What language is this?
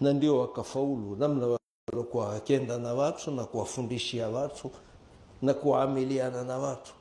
Swahili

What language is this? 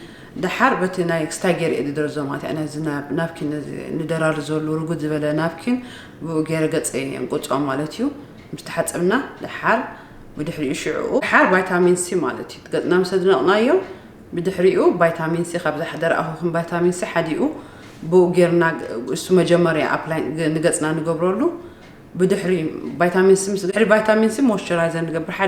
Tigrinya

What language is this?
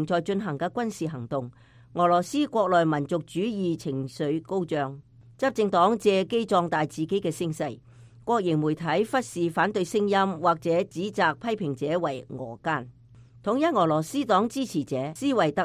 Cantonese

